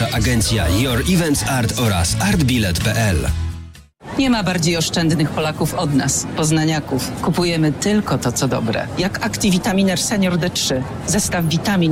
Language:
Polish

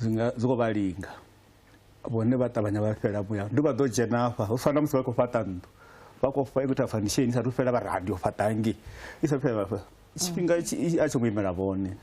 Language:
Venda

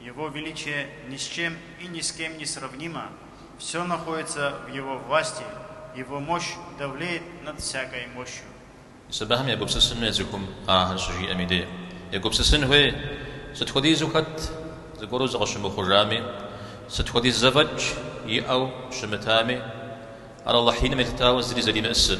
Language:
Kabardian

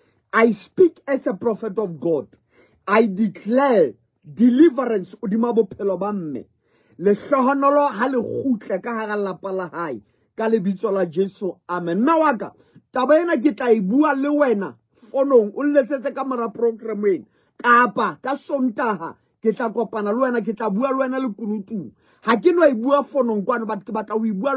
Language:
Southern Sotho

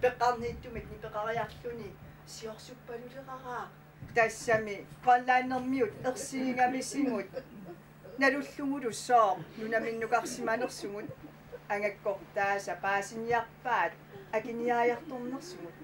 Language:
Kalaallisut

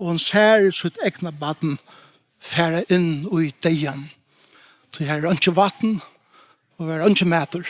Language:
Faroese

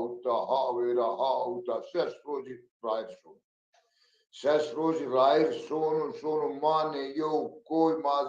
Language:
Zaza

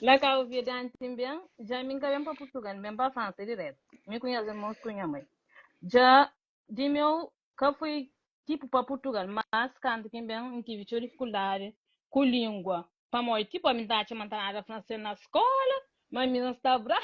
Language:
Kabuverdianu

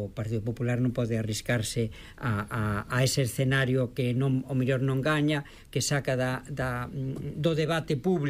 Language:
Galician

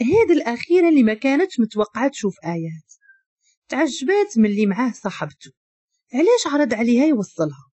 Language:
Moroccan Arabic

